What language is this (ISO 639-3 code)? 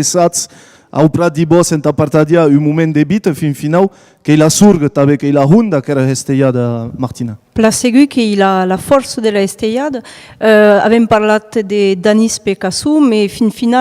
oci